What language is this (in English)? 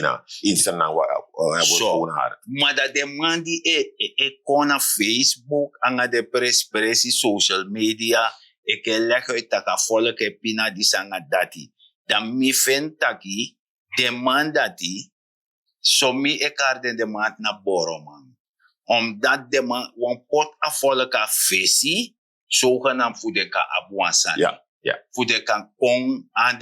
Sranan Tongo